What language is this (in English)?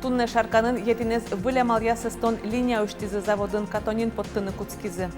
Udmurt